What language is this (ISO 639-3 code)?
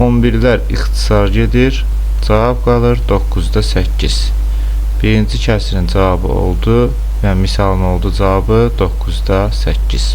aze